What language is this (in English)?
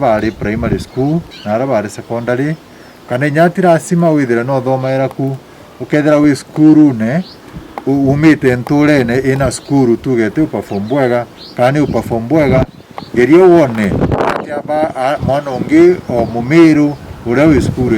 Meru